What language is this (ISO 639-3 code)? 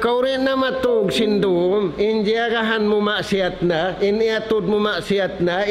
tsg